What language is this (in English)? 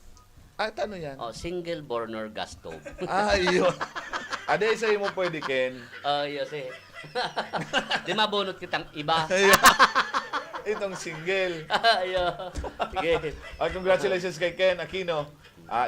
Bikol